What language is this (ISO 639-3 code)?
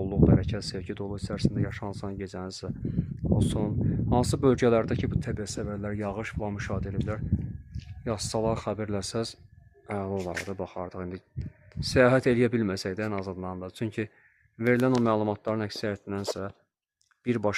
aze